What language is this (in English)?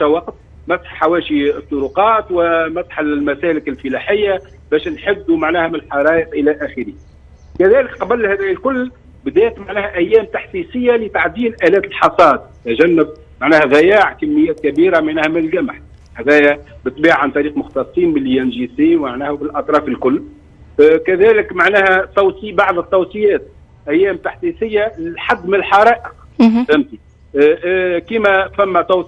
Tunisian Arabic